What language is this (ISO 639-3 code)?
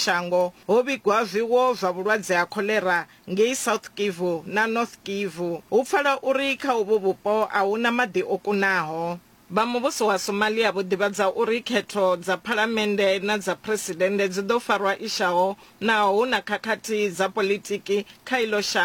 ven